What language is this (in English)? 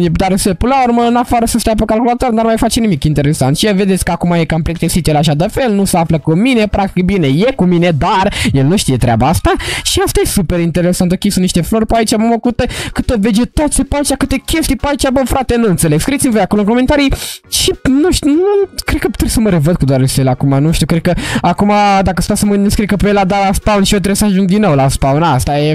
Romanian